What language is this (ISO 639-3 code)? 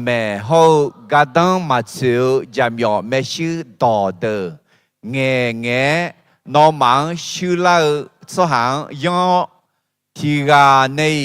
ahk